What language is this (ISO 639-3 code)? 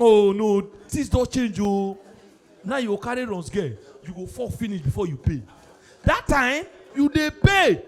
pcm